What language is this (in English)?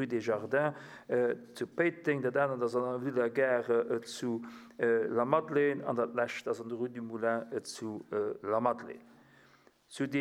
Luxembourgish